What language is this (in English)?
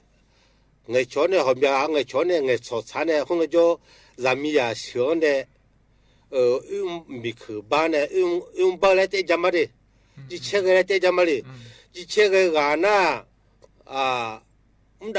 Akha